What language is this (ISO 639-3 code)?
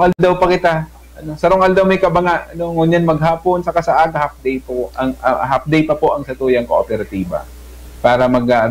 bik